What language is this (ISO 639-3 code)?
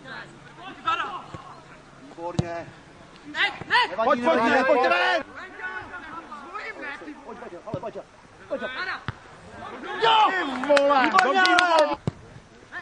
ces